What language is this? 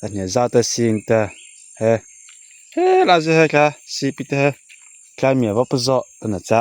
Mara Chin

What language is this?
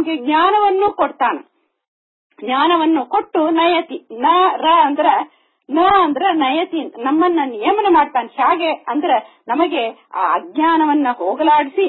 Kannada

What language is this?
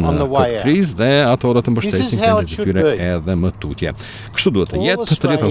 Albanian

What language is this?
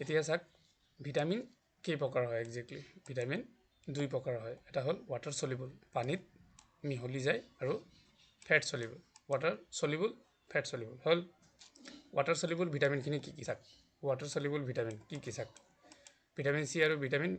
Assamese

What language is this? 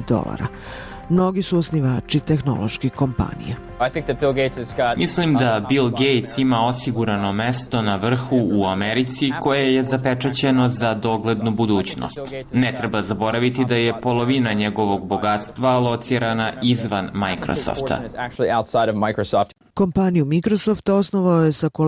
Serbian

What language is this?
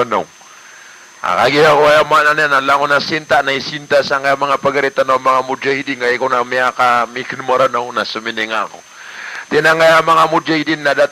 Maranao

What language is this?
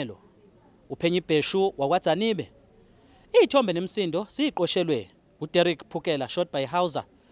Zulu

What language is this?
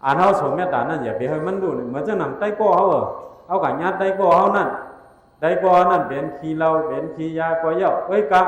Shan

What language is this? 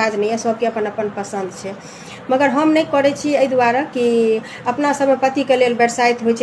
Maithili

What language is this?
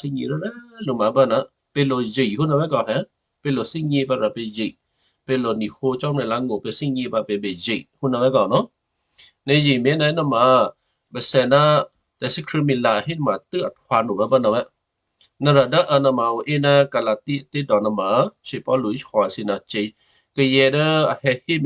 Western Kayah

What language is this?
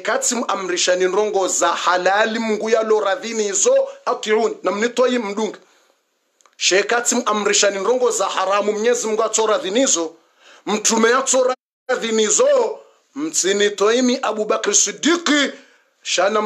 Swahili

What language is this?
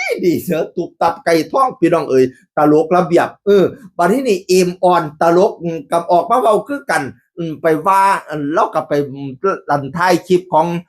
Northeastern Thai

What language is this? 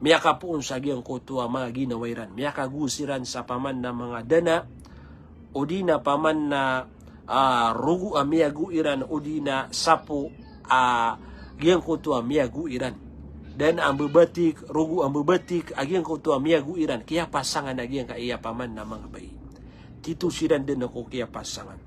Maranao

